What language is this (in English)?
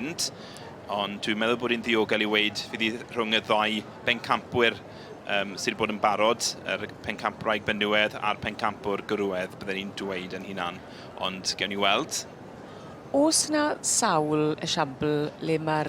Welsh